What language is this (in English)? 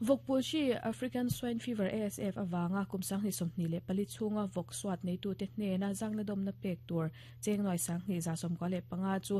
Mizo